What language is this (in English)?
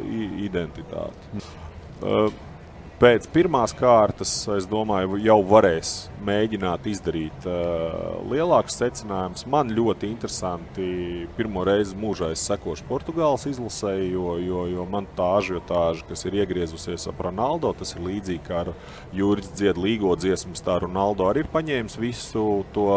Latvian